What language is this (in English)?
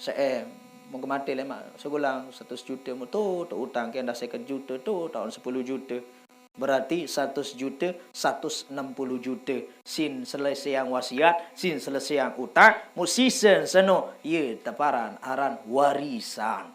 Sasak